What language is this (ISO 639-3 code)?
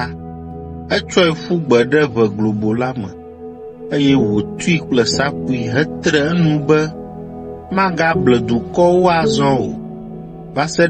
ewe